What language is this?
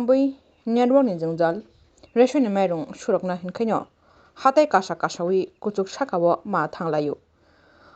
Kok Borok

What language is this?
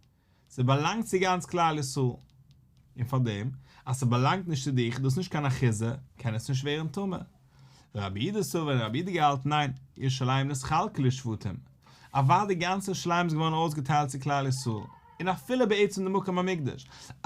Yiddish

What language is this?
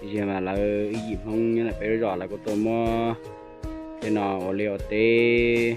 Hmong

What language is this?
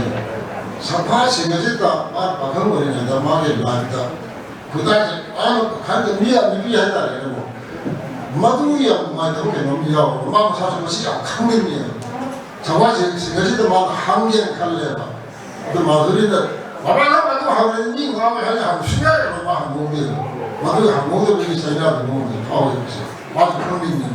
Manipuri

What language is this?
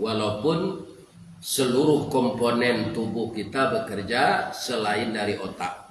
Minangkabau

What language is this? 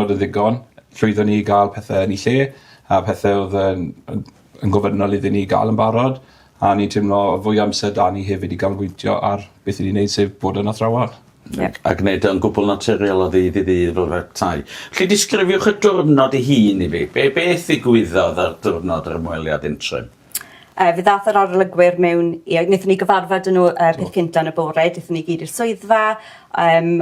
Welsh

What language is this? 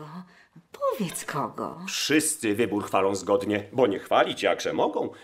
Polish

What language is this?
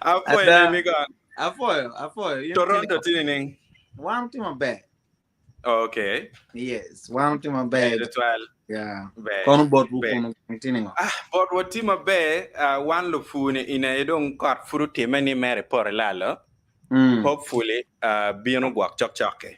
Acoli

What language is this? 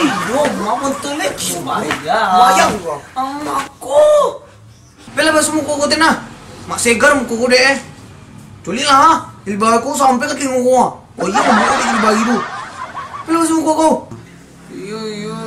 Minangkabau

